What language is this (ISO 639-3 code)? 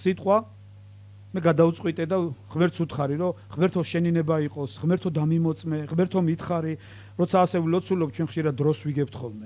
kat